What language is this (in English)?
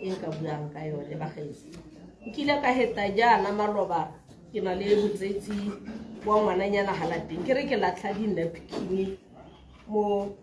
Tswana